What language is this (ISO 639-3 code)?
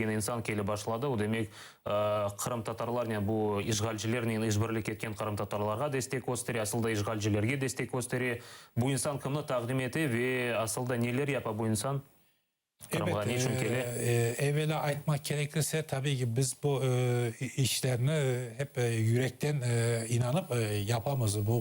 crh